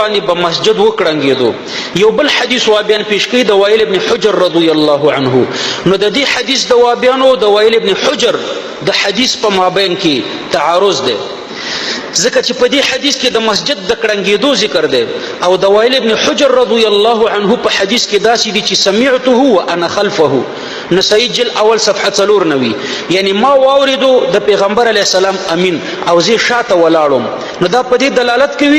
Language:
Pashto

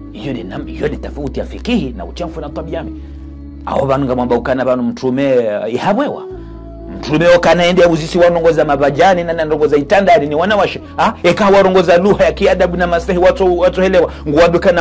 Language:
Ngazidja Comorian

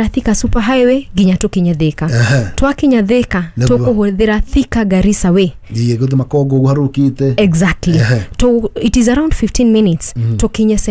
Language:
Kikuyu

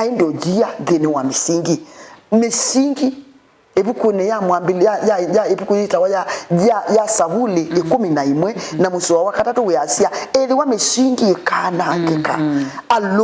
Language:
Kamba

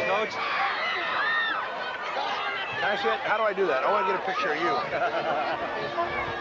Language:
English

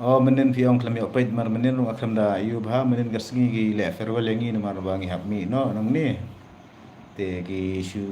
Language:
Khasi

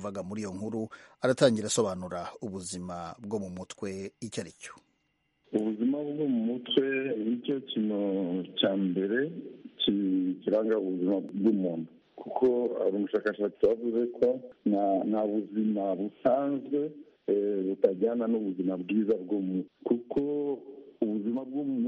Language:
Kinyarwanda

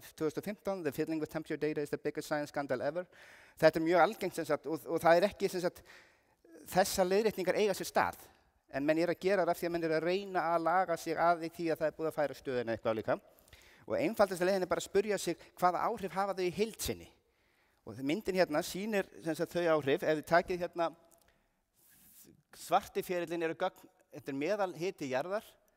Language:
Icelandic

